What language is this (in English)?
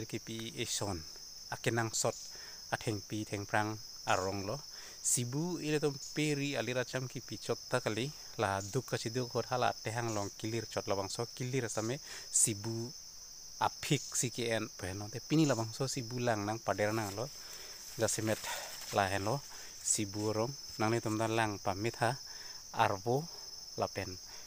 Karbi